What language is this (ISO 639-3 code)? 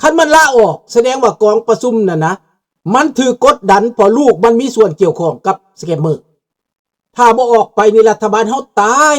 lao